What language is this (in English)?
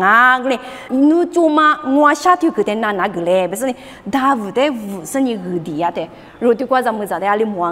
Lisu